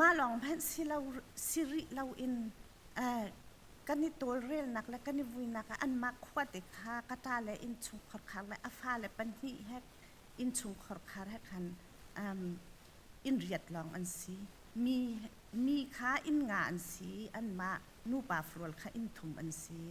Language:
Hakha Chin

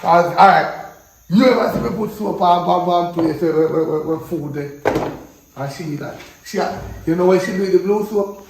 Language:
Jamaican Creole English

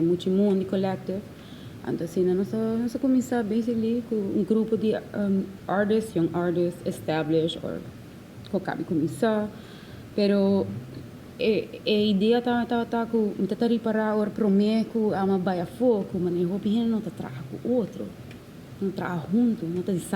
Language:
Papiamento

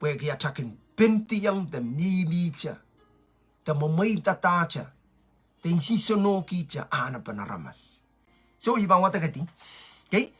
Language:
Pohnpeian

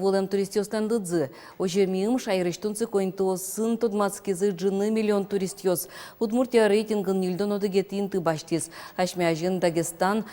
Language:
Udmurt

